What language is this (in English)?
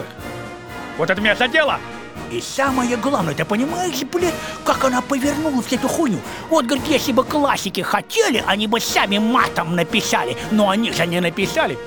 Russian